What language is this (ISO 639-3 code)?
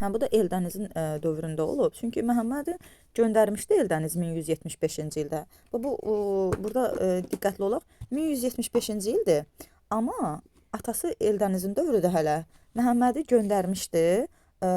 aze